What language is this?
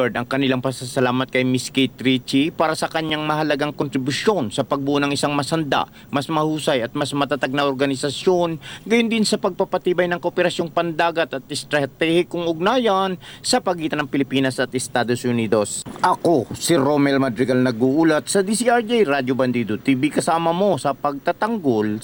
Filipino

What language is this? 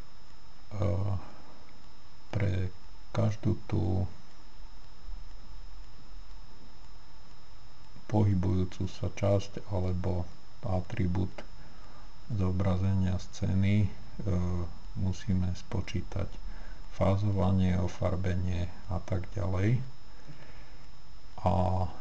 Slovak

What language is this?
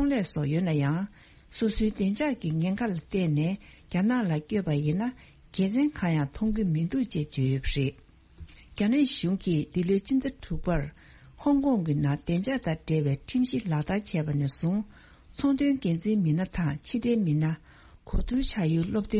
Tibetan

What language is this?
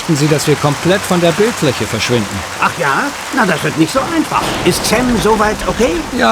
Bavarian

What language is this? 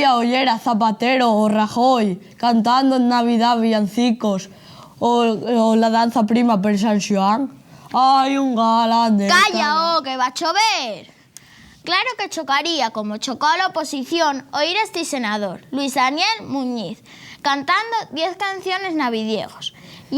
Asturian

